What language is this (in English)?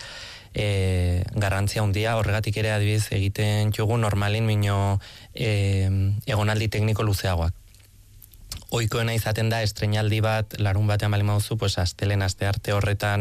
Basque